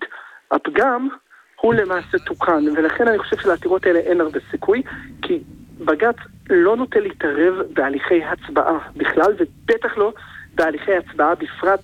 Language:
Hebrew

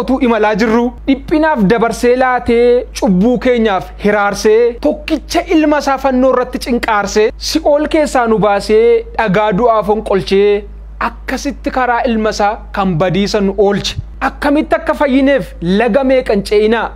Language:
Oromo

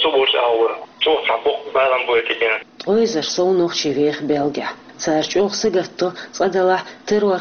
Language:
Chechen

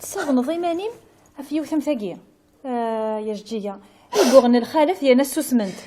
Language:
Kabyle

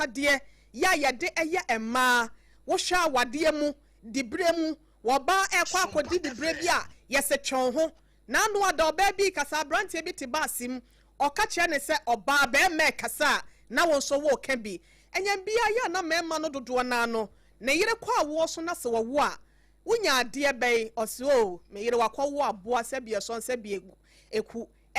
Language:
Akan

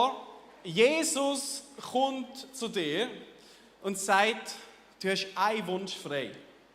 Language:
Swiss German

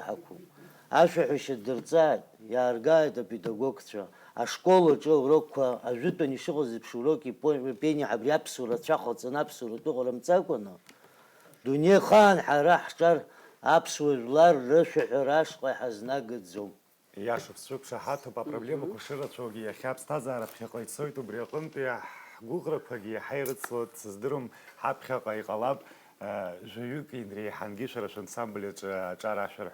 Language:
Abkhazian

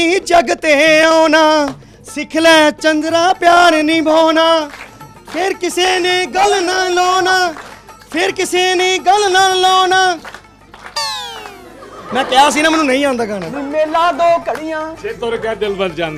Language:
Punjabi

